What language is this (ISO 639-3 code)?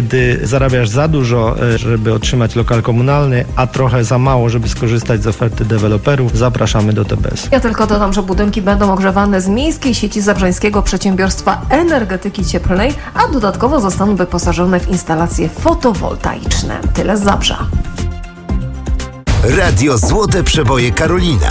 pol